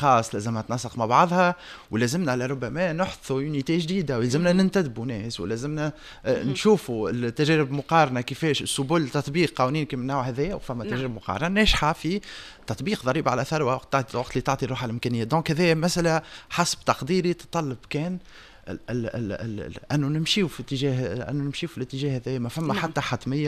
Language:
Tunisian Arabic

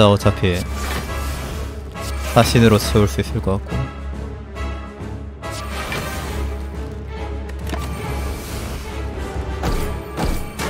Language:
Korean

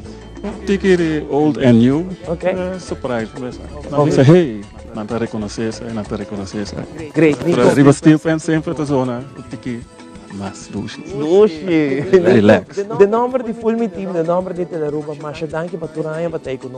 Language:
Papiamento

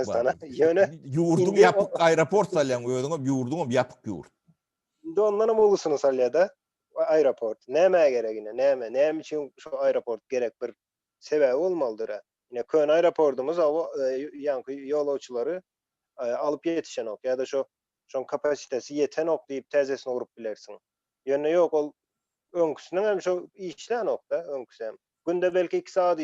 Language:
Turkmen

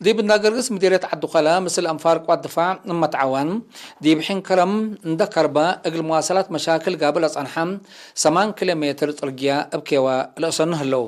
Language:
Tigre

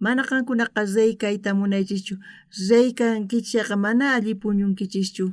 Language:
South Bolivian Quechua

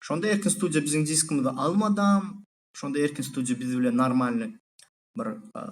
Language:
Turkmen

